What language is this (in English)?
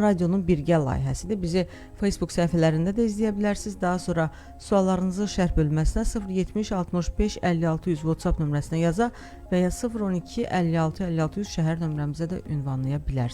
Azerbaijani